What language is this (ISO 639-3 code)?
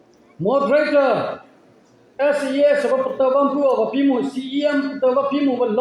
mrh